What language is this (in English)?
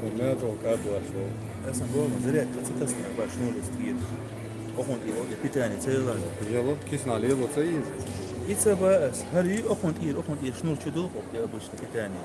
Chechen